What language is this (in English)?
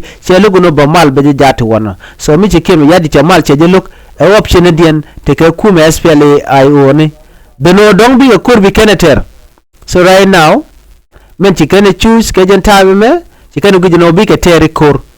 Nuer